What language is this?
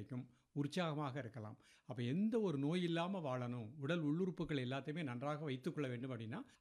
Tamil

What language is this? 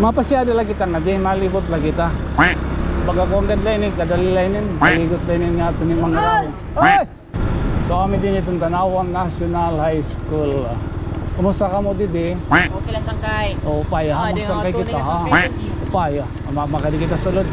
Waray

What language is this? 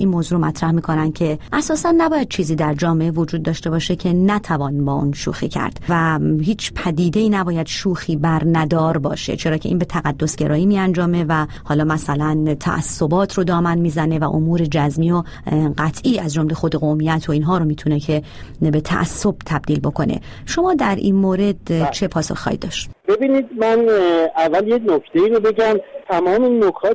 Persian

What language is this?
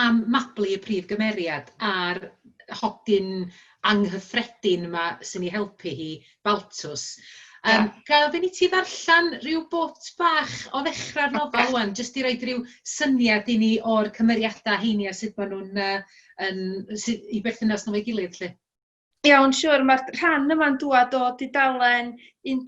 Welsh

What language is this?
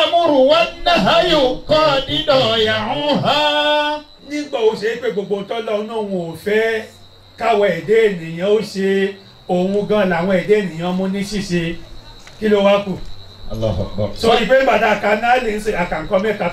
Yoruba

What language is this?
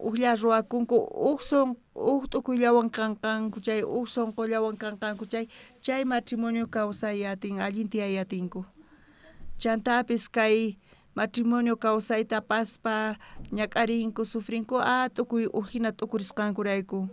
South Bolivian Quechua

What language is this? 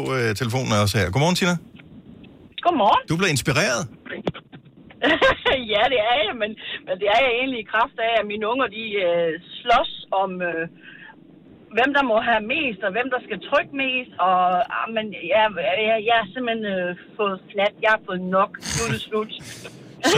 Danish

